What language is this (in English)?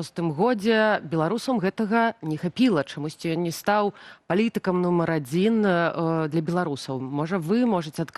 Belarusian